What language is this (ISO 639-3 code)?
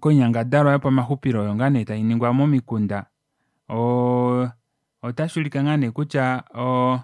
kua